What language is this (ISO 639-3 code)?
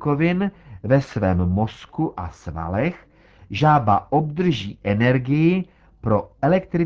ces